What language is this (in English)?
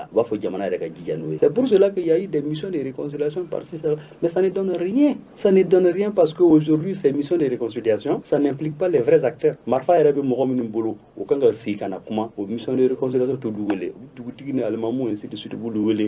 Bambara